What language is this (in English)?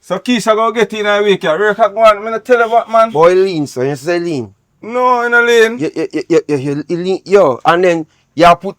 Jamaican Creole English